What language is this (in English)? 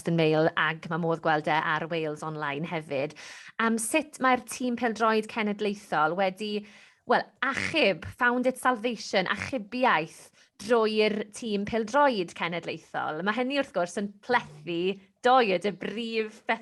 Welsh